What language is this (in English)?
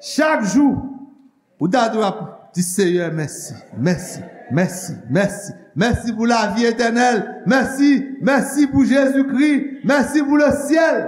Haitian Creole